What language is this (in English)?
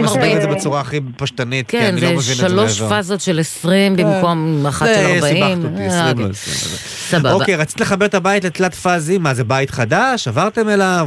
Hebrew